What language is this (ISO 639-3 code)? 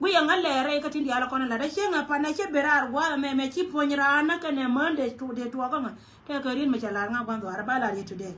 nus